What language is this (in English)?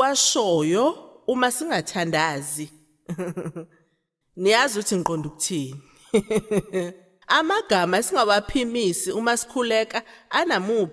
Zulu